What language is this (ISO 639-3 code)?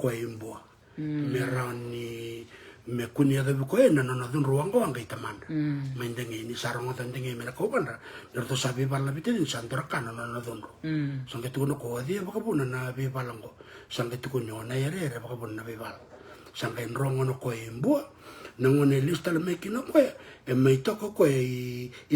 fij